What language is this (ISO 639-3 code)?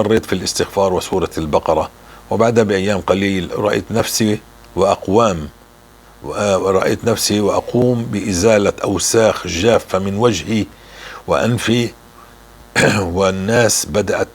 apc